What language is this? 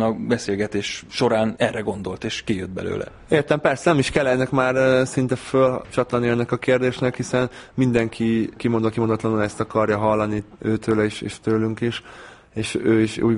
Hungarian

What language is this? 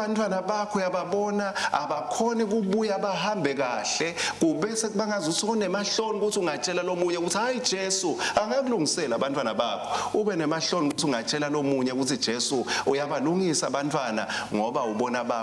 Swati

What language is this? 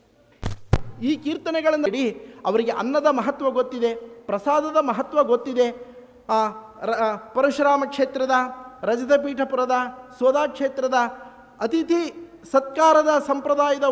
Kannada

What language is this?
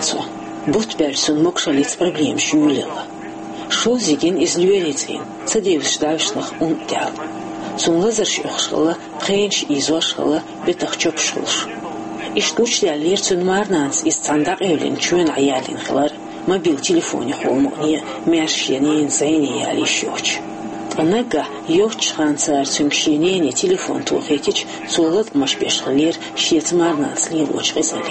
Chechen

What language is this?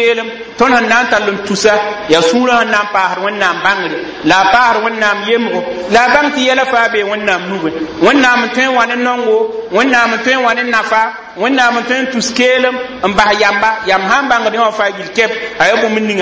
Mossi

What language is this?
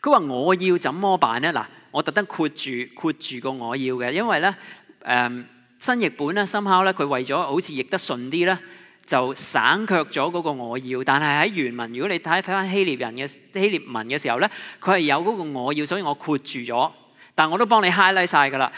Cantonese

